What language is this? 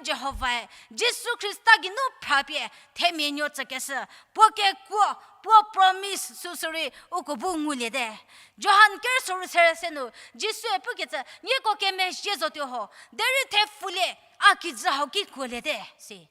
Angami Naga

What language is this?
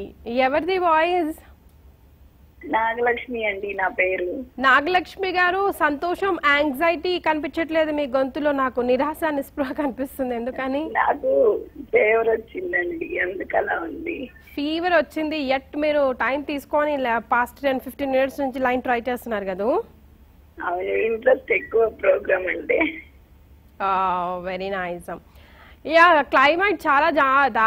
Telugu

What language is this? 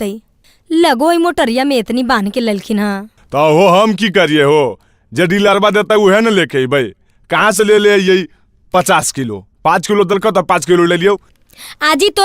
Magahi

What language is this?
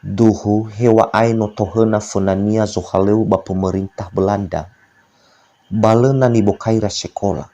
Nias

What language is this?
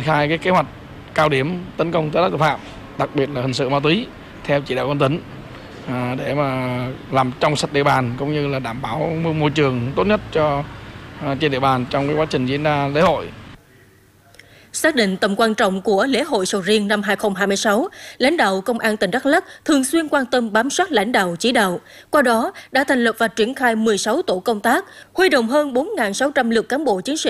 Vietnamese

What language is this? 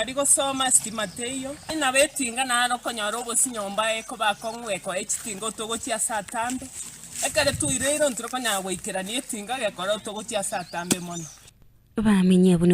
Gusii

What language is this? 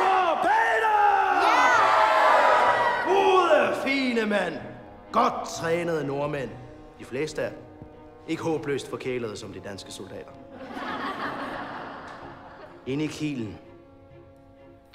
Danish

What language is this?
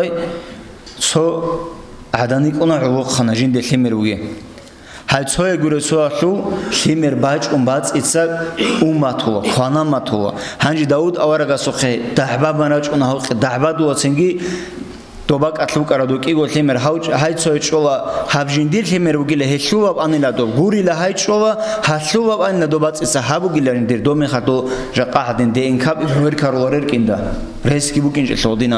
Avaric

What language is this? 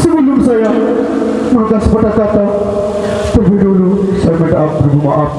Sasak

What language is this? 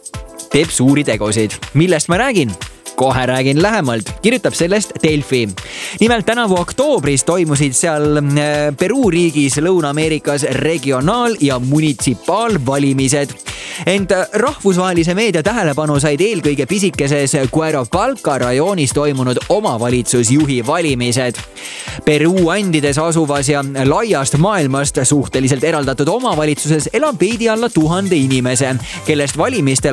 Estonian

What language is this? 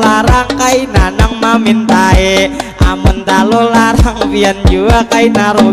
Banjar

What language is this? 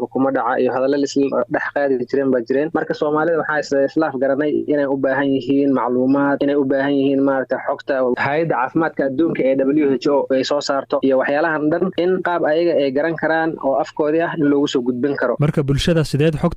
Somali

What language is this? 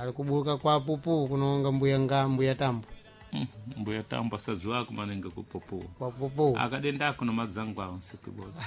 Sena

